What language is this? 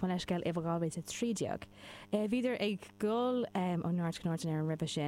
Irish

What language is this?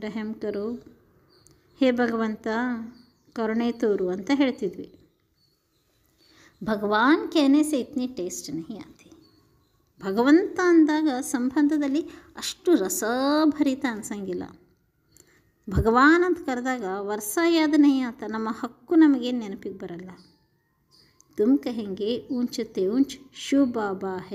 Kannada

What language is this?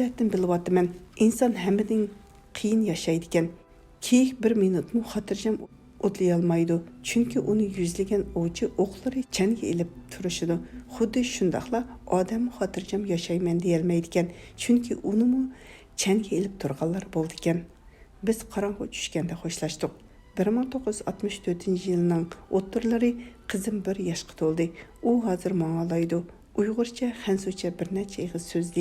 Uyghur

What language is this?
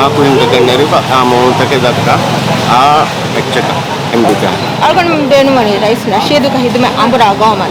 Divehi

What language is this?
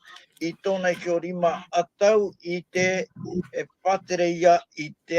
Tahitian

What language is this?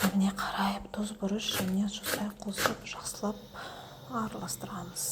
Kazakh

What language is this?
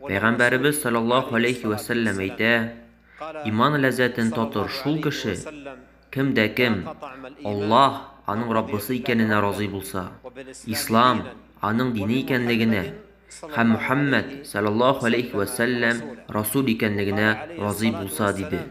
Tatar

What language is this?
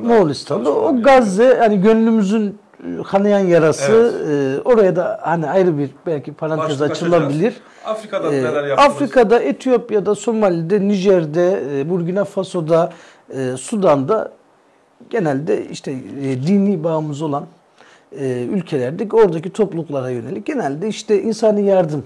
Turkish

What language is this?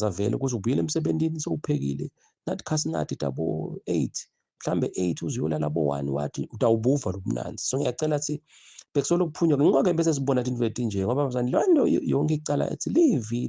Zulu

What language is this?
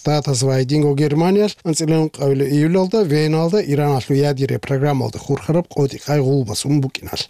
Avaric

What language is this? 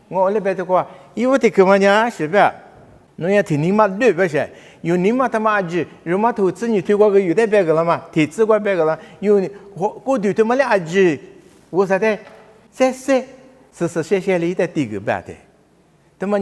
Lisu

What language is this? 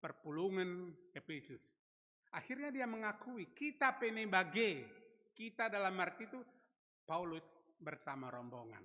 Batak Karo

